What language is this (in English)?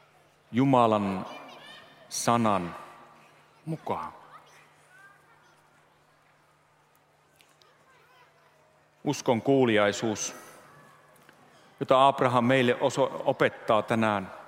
Finnish